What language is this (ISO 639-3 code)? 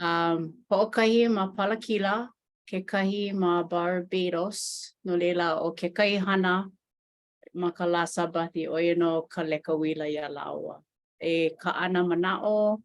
haw